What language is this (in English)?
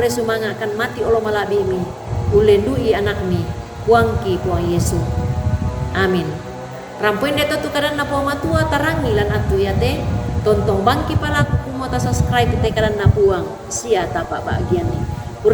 Toraja-Sa'dan